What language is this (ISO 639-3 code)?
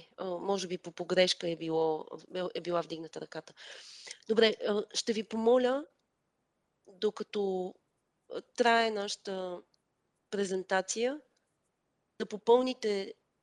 bul